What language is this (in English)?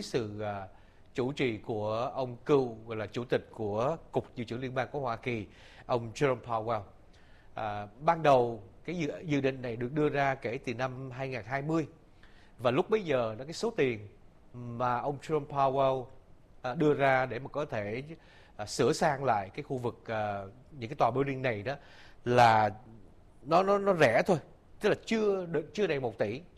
Vietnamese